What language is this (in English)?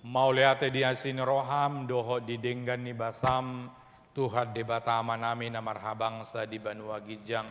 Batak Toba